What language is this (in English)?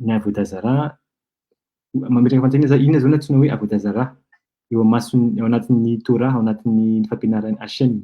Malagasy